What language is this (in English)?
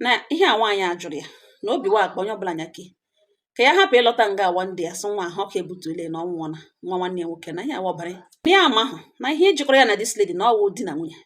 Igbo